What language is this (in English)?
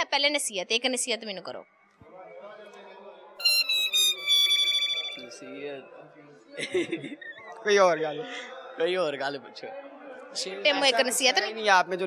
Punjabi